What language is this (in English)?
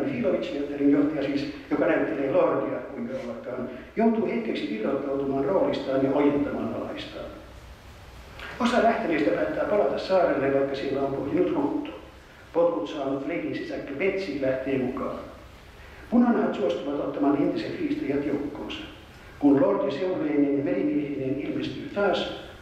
Finnish